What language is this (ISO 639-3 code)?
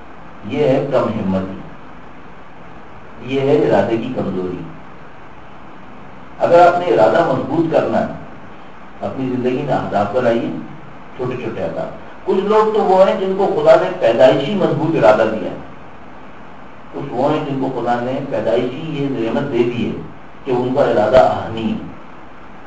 urd